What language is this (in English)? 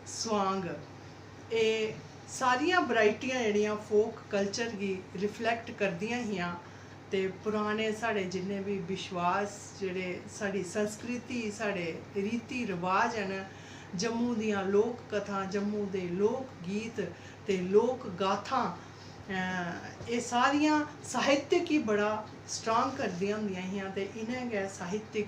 Dogri